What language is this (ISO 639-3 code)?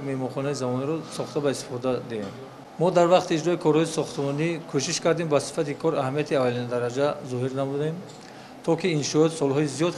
tgk